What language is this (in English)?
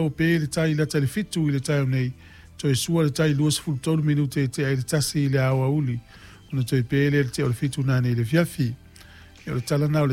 Samoan